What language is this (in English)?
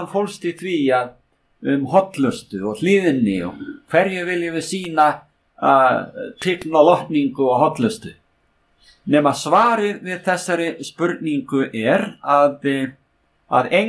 Icelandic